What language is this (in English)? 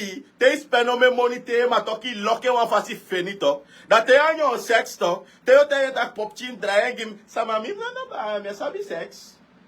Sranan Tongo